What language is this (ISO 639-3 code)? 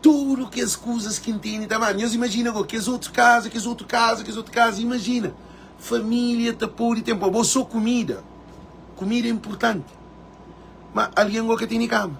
kea